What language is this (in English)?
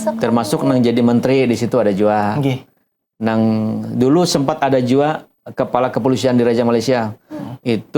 Banjar